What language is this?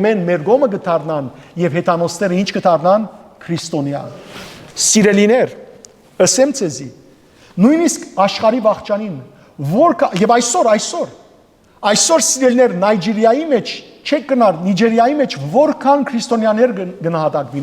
Western Armenian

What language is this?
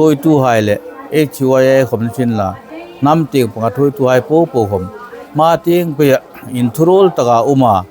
Hmar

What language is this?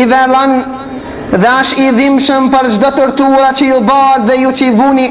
Albanian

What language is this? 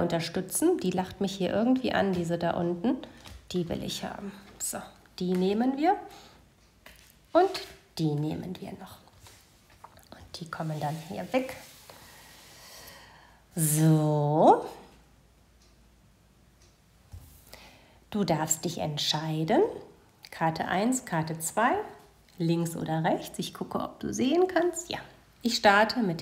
German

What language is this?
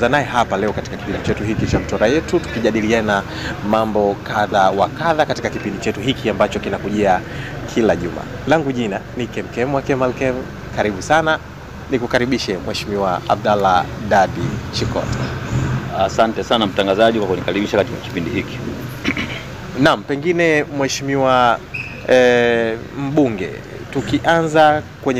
Swahili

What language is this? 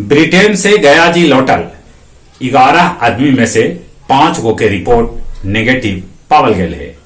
Magahi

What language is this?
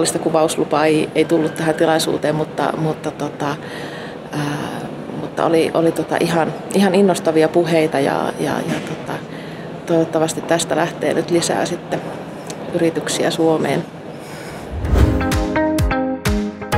Finnish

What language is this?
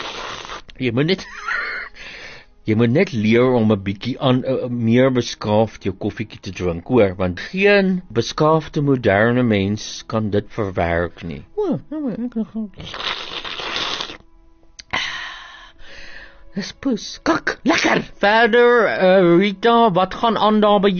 Afrikaans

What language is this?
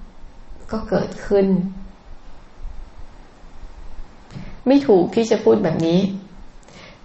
Thai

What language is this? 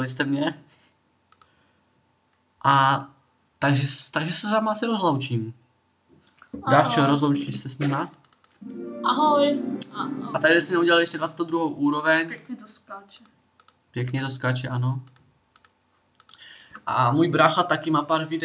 Czech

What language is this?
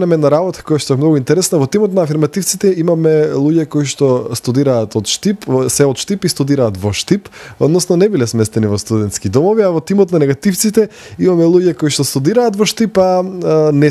Macedonian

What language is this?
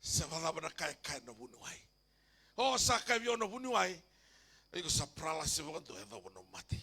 Fijian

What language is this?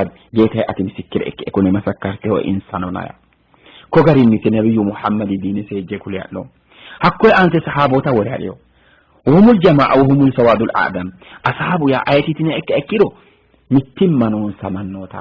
Sidamo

